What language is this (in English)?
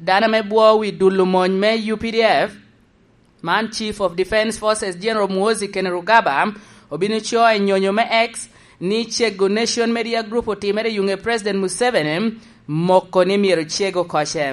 Lango (Uganda)